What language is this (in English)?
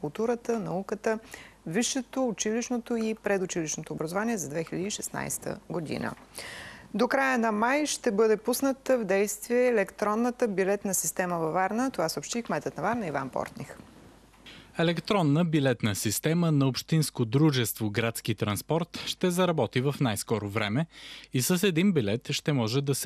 Bulgarian